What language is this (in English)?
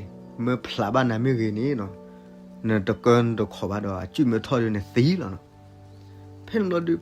S'gaw Karen